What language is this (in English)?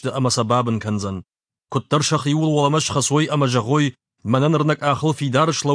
Ossetic